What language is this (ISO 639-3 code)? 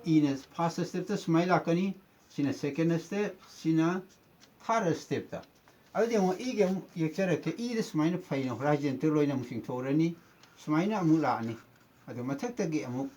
mni